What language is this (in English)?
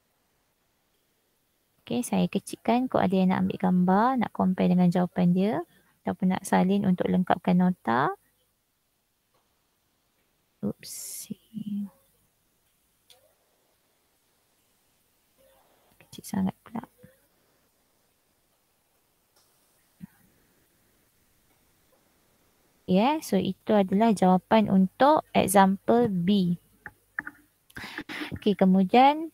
Malay